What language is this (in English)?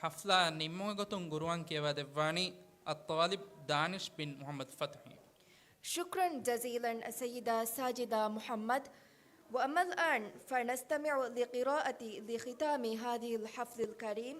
Divehi